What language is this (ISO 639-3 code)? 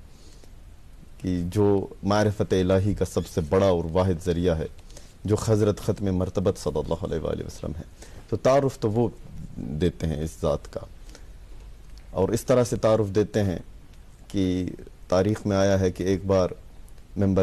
urd